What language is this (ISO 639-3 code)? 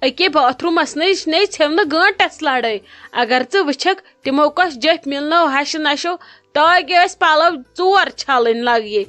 kas